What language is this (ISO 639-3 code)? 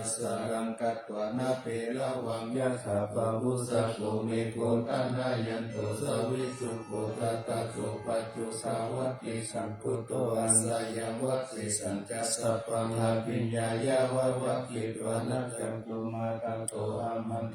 pli